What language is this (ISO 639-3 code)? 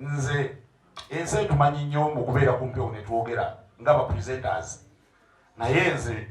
lug